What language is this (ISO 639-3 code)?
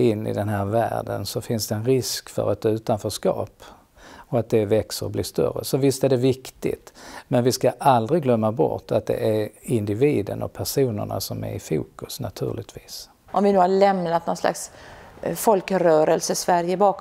swe